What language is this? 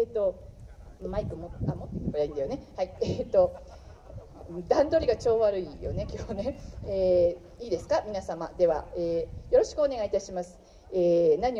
Japanese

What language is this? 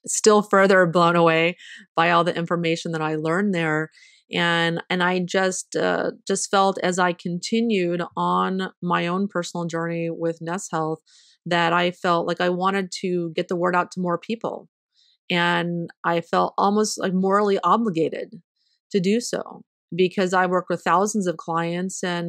English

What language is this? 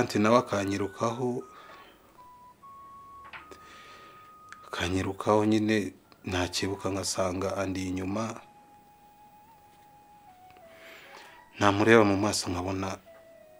Kinyarwanda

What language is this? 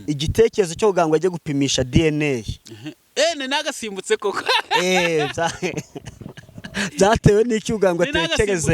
Kinyarwanda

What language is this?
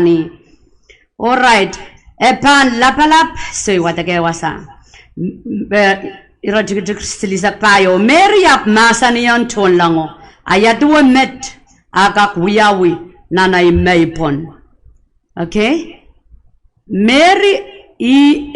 Pohnpeian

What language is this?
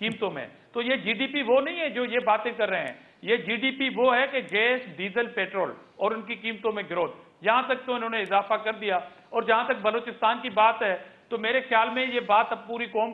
Urdu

